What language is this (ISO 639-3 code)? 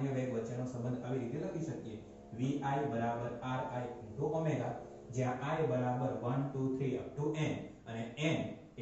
guj